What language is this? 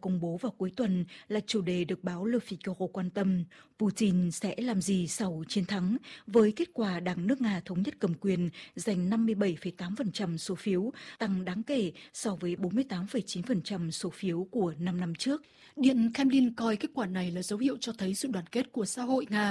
Vietnamese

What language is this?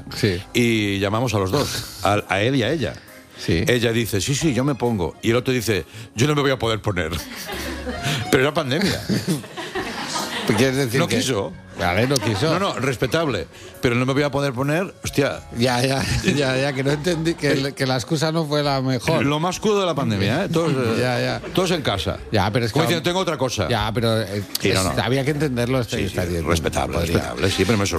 Spanish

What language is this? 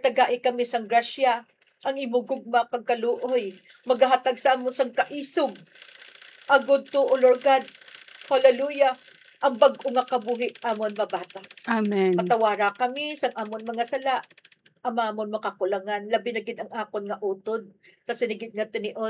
Hiligaynon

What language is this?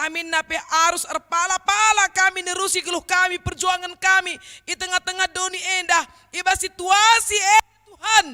Batak Karo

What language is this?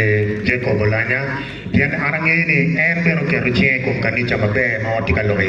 Acoli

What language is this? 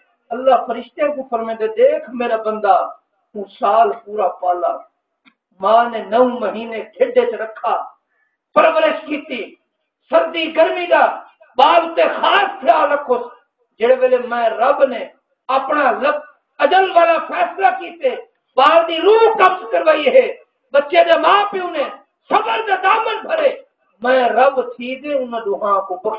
Saraiki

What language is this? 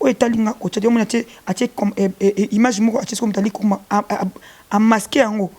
Lingala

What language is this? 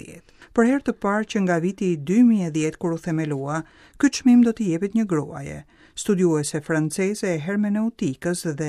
Albanian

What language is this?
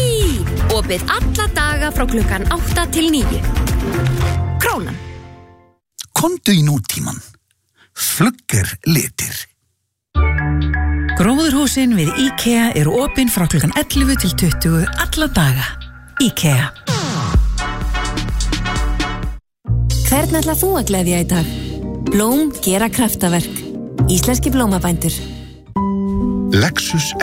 Icelandic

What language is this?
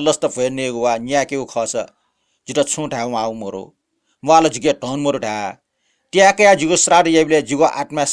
Newari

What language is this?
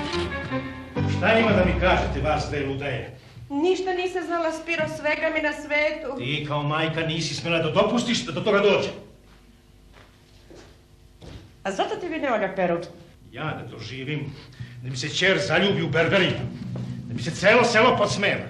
Serbian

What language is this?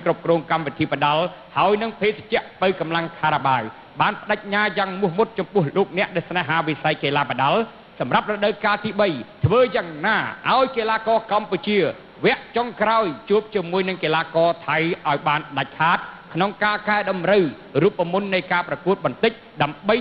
Khmer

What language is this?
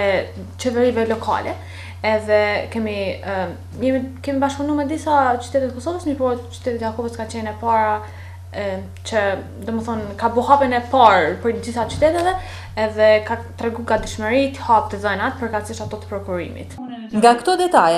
Albanian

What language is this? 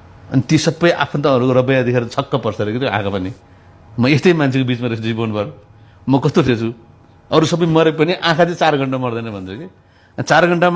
Nepali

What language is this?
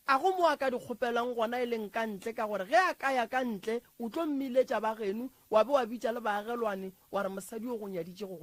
Northern Sotho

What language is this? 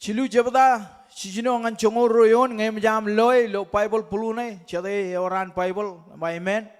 Marshallese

